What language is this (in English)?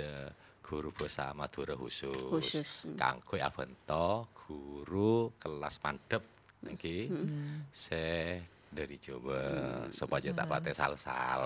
Madurese